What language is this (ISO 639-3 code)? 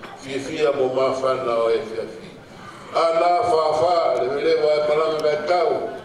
ton